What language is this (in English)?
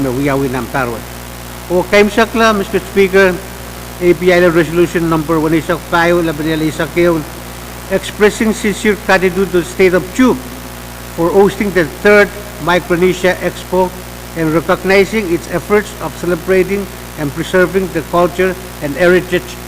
Pohnpeian